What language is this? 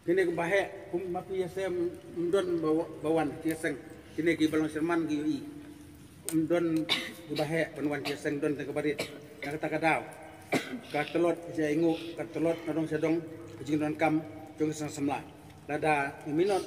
Khasi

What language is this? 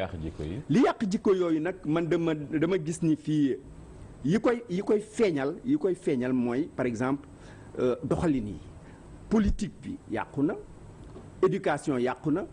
Wolof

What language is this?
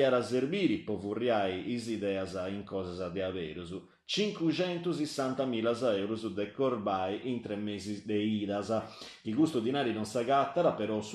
Sardinian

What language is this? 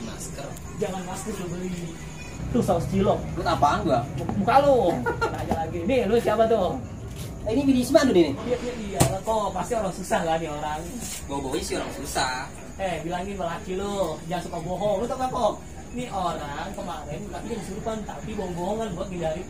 Betawi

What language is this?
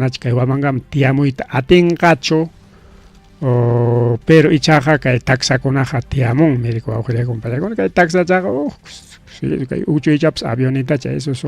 Ayacucho Quechua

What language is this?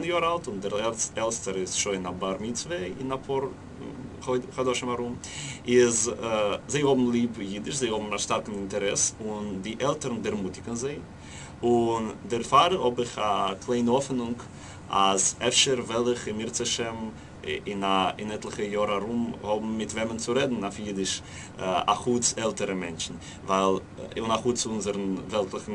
Yiddish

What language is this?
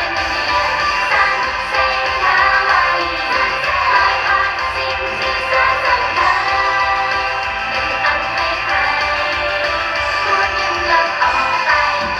Thai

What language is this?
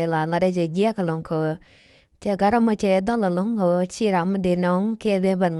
Nuer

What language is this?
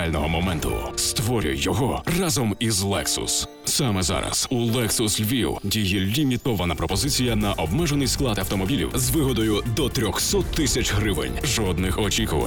Ukrainian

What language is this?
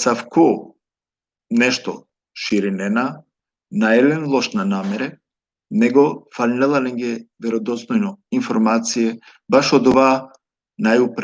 Balkan Romani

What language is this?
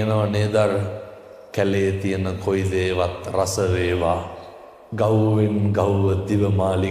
Sinhala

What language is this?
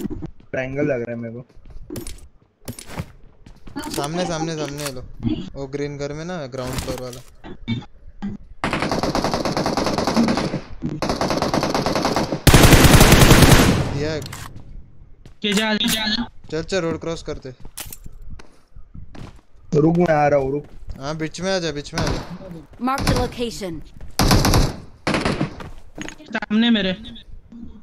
Hindi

